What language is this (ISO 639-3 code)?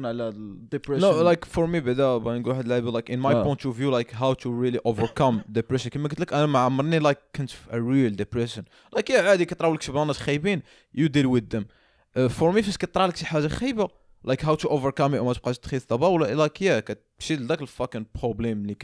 ary